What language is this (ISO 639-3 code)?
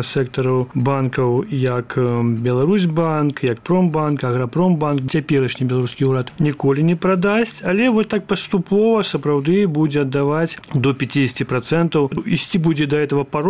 bel